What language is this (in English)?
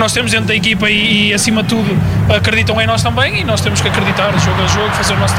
Portuguese